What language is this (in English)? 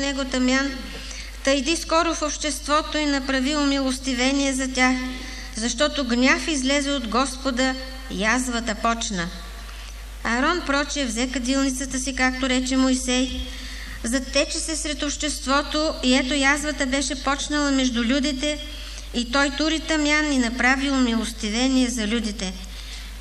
Bulgarian